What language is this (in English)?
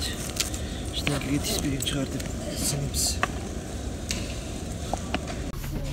Kazakh